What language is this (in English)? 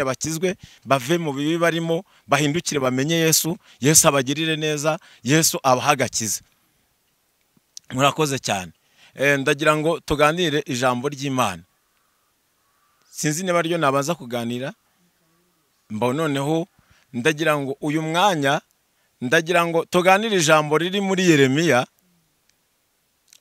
Kinyarwanda